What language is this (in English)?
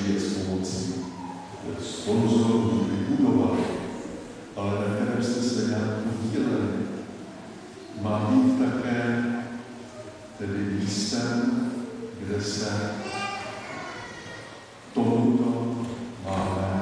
Czech